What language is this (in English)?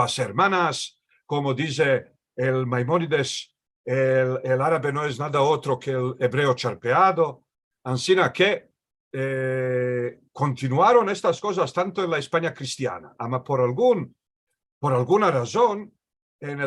Ladino